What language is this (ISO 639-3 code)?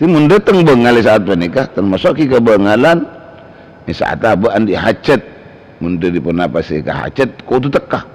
mad